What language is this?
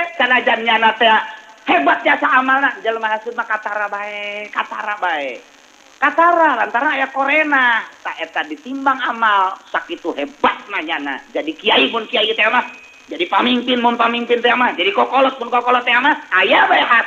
Sundanese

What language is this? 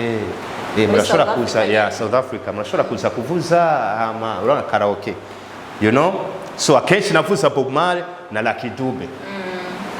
Rundi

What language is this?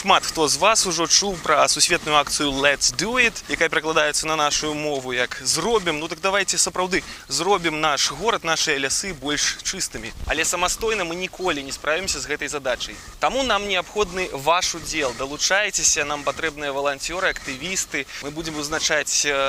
Belarusian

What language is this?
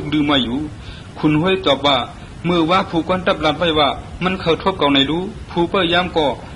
Shan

